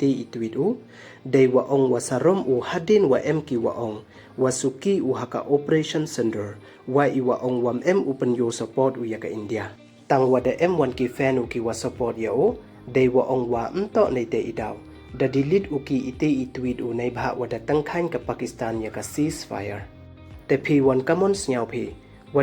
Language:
Pnar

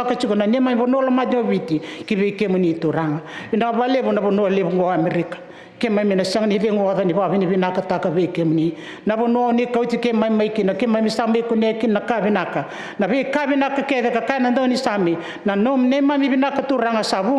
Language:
Fijian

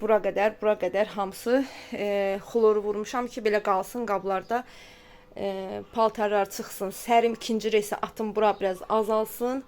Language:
Azerbaijani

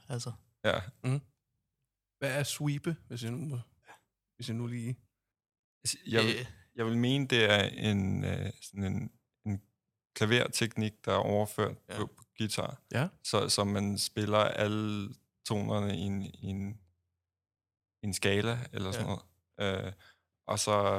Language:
Danish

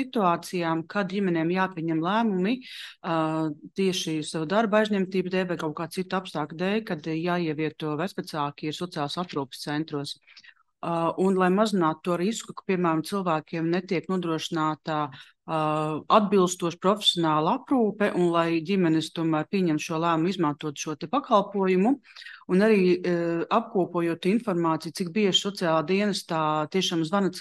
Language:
Latvian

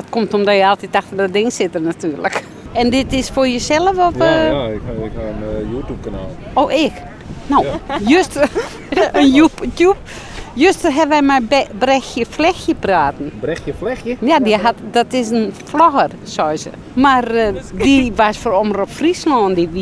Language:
Western Frisian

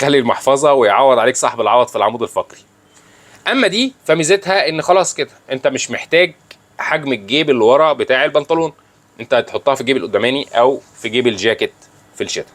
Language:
Egyptian Arabic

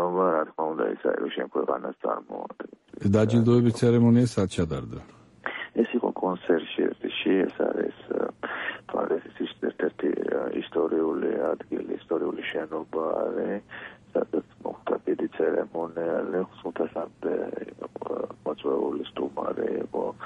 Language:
Georgian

